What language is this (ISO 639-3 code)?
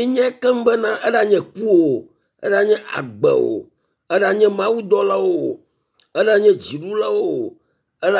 ewe